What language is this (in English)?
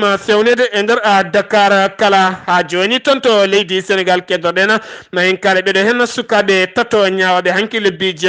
Fula